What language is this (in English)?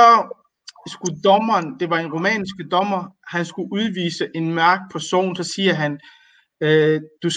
Danish